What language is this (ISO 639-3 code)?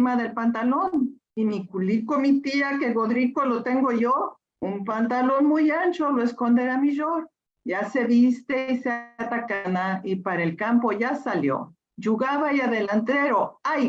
lad